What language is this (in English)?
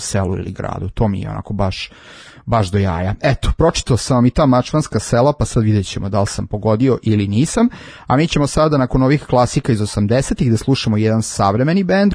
Serbian